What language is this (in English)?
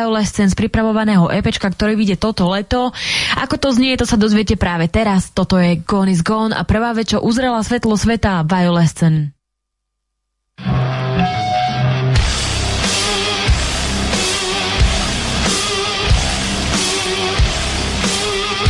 Slovak